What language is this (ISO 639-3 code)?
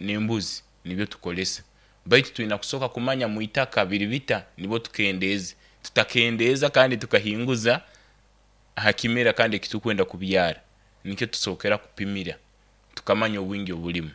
nyn